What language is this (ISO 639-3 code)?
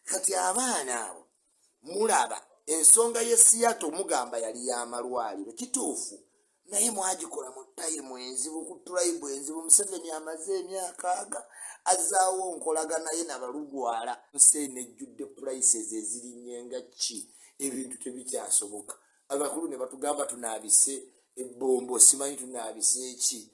lug